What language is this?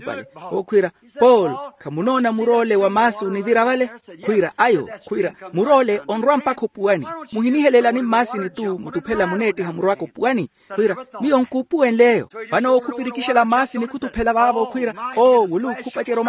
Makhuwa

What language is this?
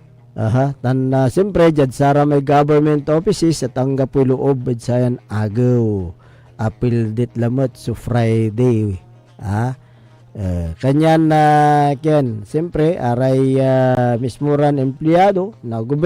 Pangasinan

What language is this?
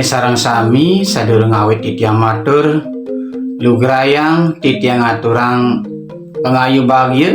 Balinese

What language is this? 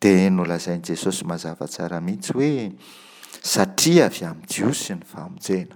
Malagasy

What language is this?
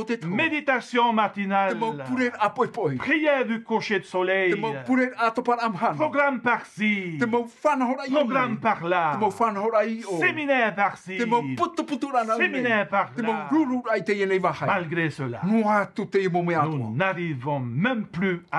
Tahitian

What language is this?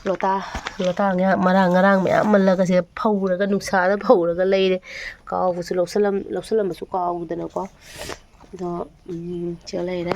Manipuri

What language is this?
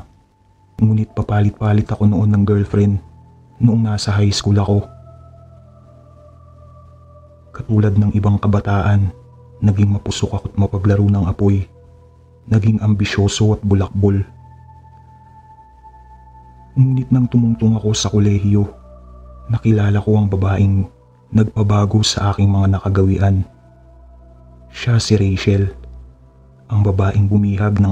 Filipino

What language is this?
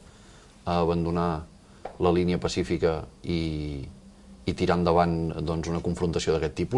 Catalan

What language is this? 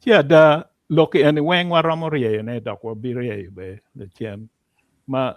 Acoli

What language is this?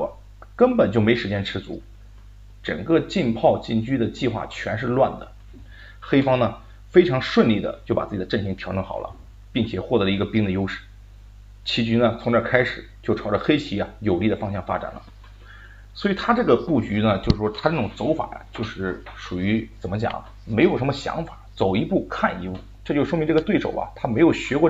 Chinese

